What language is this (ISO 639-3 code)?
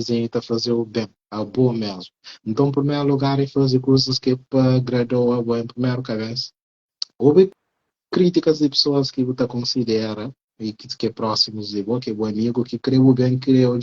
kea